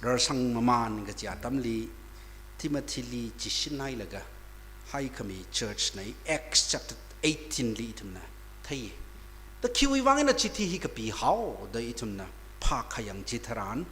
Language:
Tangkhul Naga (India)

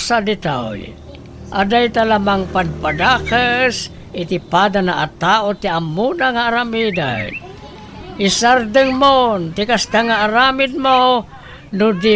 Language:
Iloko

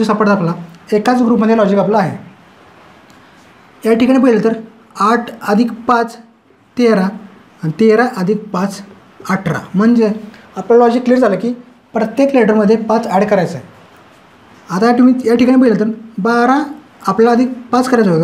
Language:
Marathi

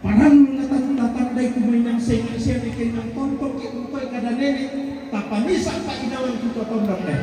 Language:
Toraja-Sa'dan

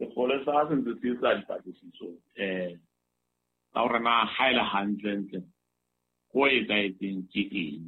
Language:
Southern Sotho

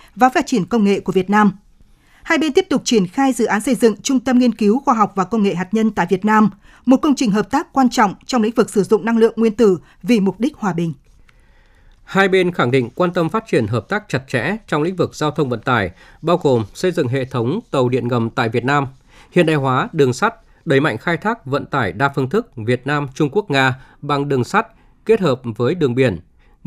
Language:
Vietnamese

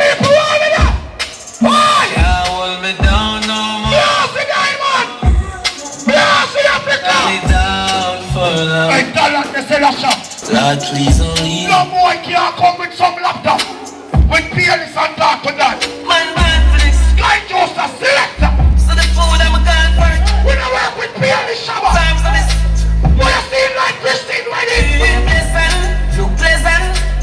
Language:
Jamaican Creole English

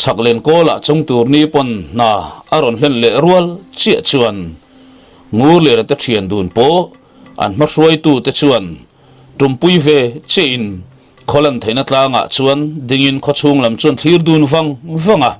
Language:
Mizo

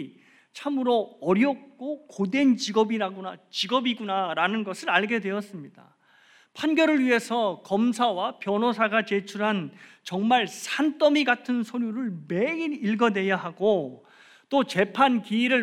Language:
Korean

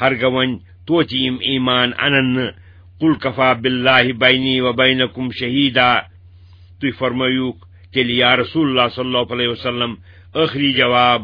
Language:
Kashmiri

